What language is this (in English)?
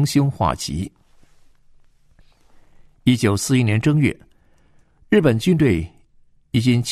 Chinese